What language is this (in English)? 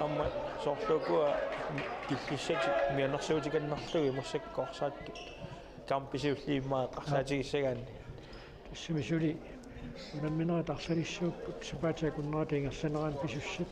Kalaallisut